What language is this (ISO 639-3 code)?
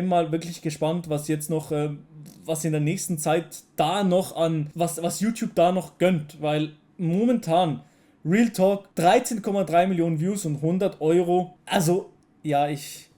gsw